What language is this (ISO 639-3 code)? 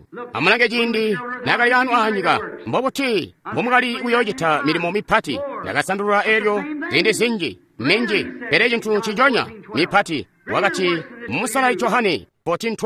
toi